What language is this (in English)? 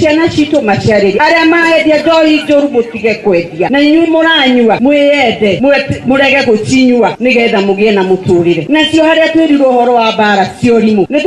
Kikuyu